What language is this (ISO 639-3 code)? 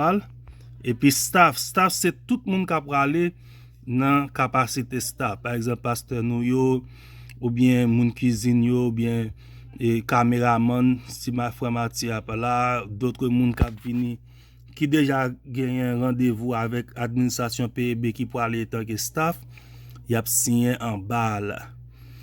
hat